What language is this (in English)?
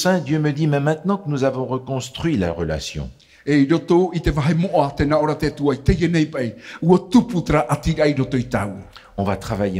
Tahitian